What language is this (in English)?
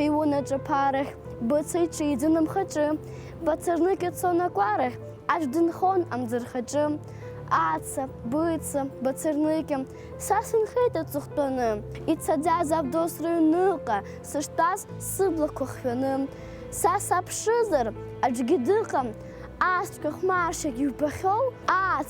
Abkhazian